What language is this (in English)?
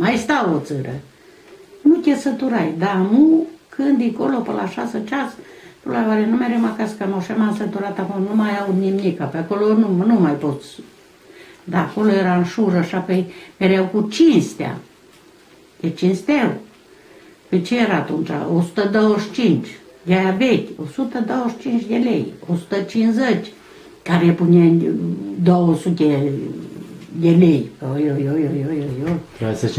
Romanian